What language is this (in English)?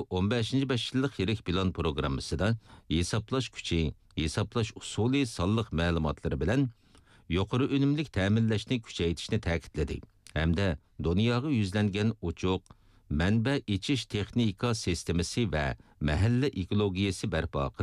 Uyghur